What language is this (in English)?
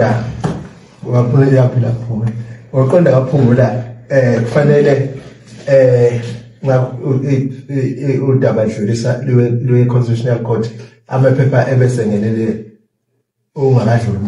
Zulu